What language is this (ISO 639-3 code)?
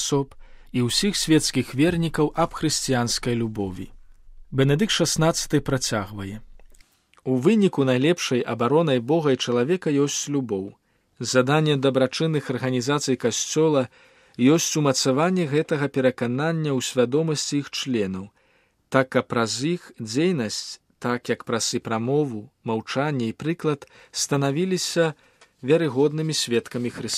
bel